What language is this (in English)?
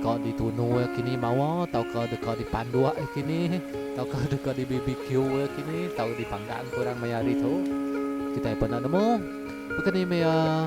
Iban